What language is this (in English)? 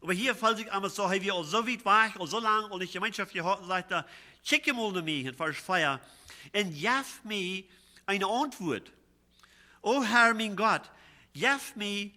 Plautdietsch